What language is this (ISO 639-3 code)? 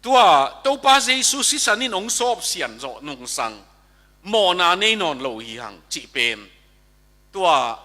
ctd